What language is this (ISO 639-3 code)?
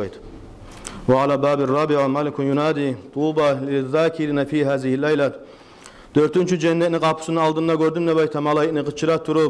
kum